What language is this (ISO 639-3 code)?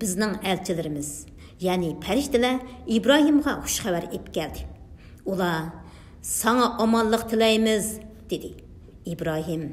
uig